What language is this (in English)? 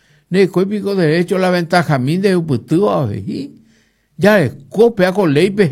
Guarani